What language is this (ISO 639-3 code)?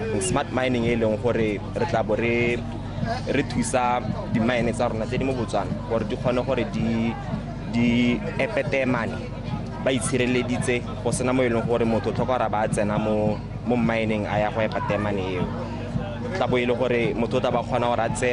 tsn